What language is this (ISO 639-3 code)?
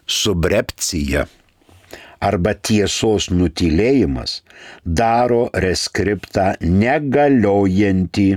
lit